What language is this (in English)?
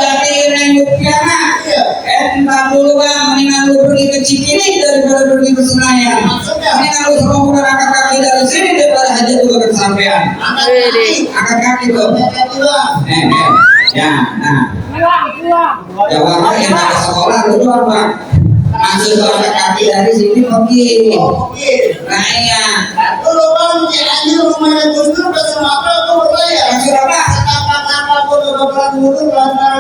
Betawi